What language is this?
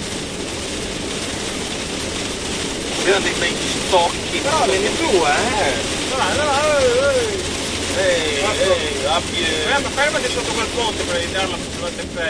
Italian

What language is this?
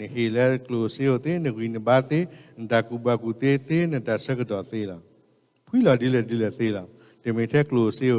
S'gaw Karen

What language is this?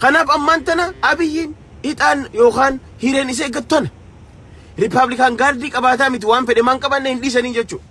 Oromo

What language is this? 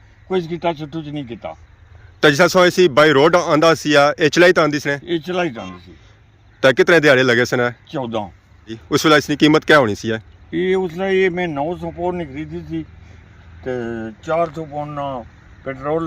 Pahari-Potwari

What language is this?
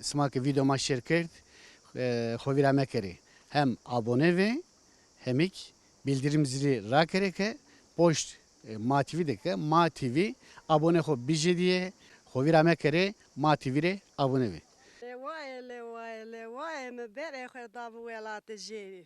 Zaza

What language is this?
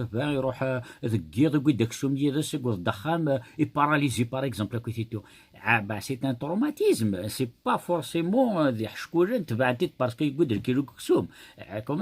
Kabyle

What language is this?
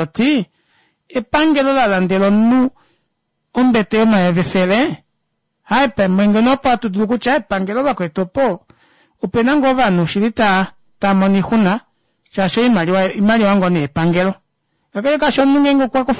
Kuanyama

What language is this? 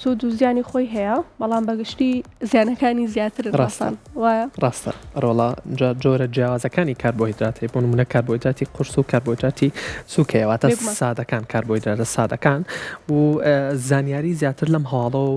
Central Kurdish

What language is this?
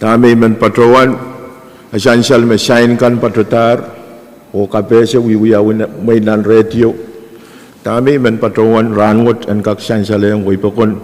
Pohnpeian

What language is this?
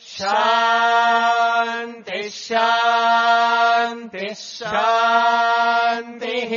Sanskrit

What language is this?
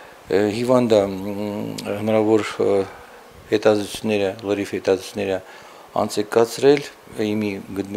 Armenian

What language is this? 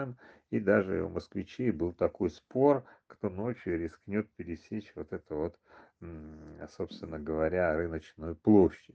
Russian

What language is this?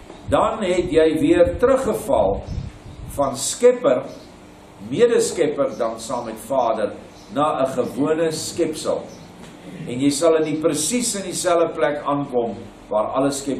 Afrikaans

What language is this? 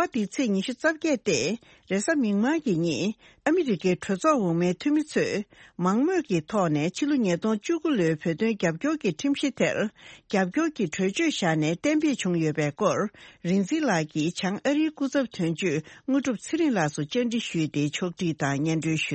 Tibetan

